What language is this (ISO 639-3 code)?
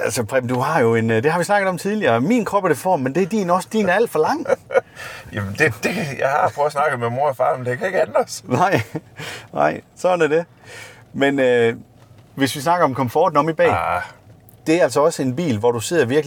dan